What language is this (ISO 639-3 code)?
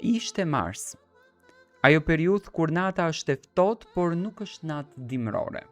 sqi